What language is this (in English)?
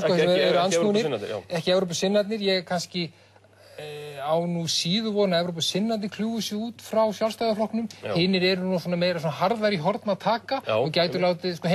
Icelandic